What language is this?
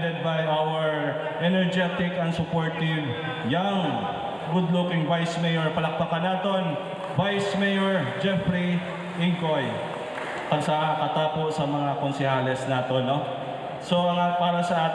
Hiligaynon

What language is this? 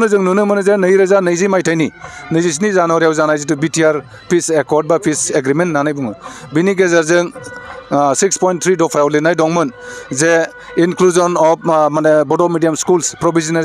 Bodo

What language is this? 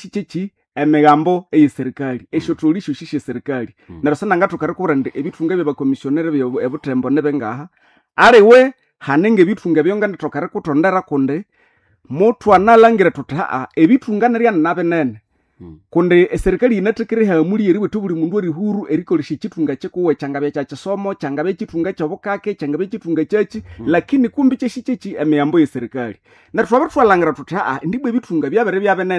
Nande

